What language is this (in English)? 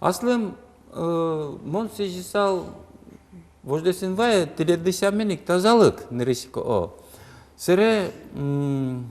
Udmurt